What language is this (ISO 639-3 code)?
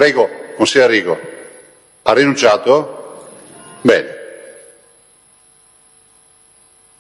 ita